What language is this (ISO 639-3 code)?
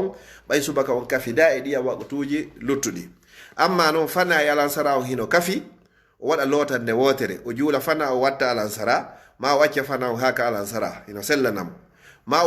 ful